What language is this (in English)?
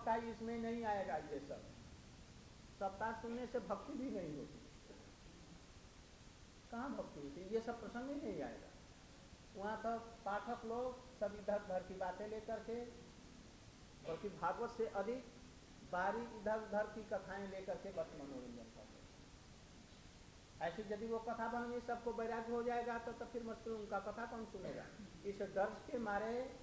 Hindi